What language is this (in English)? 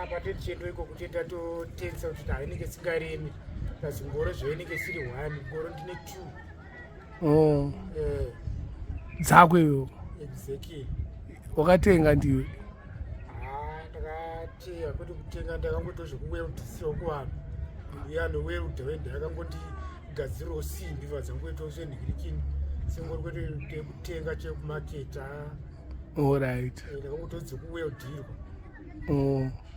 Shona